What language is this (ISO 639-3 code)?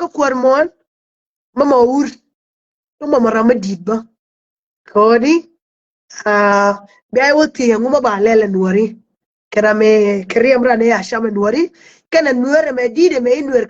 nus